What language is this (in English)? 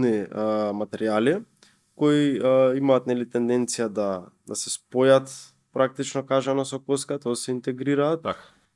Macedonian